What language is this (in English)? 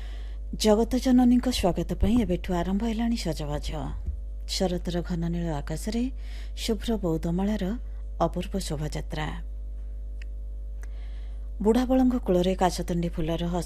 Odia